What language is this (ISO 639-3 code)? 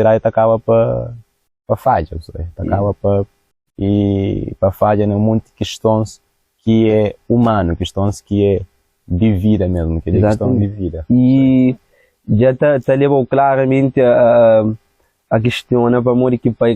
kea